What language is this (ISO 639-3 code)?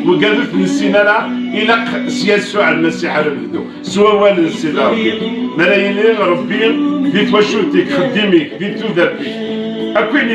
kab